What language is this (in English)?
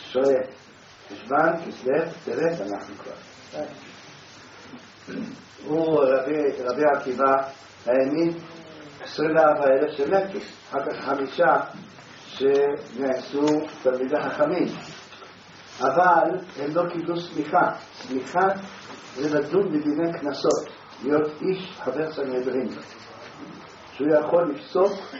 Hebrew